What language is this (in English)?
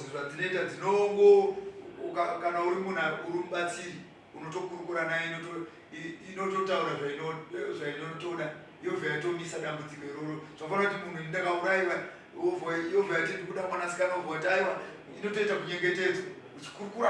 Shona